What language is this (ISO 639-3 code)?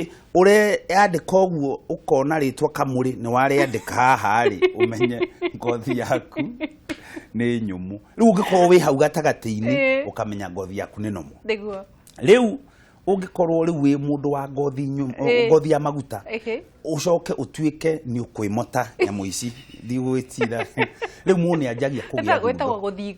kik